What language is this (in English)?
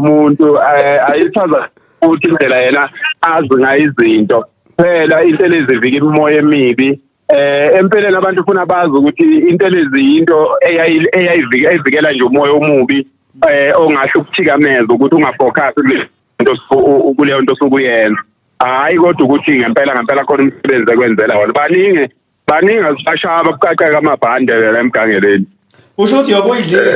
Zulu